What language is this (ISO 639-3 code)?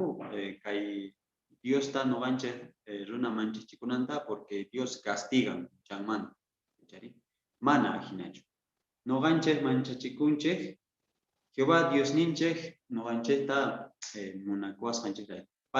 que